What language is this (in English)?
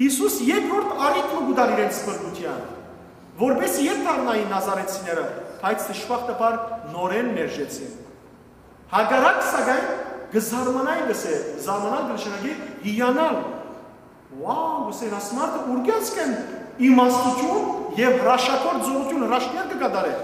Western Armenian